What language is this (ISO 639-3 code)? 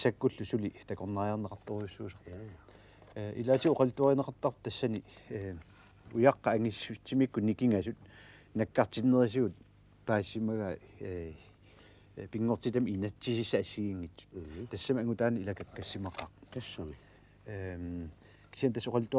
kal